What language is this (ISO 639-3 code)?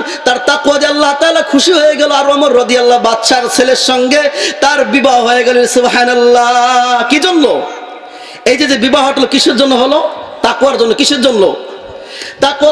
ben